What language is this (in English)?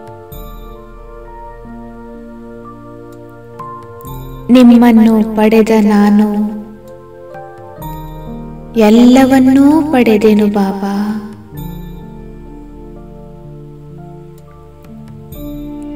Kannada